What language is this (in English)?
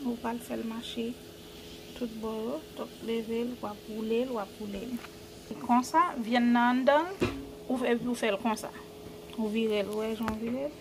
Haitian Creole